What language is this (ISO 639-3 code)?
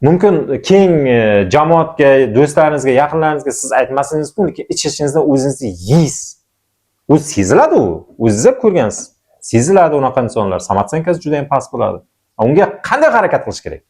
uzb